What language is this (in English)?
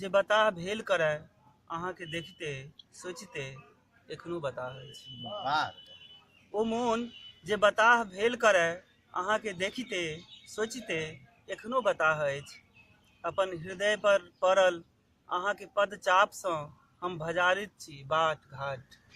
Maithili